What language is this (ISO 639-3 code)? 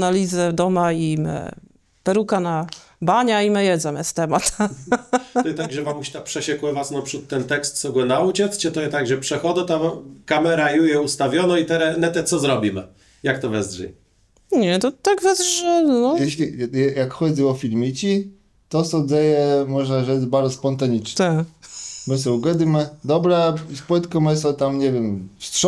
csb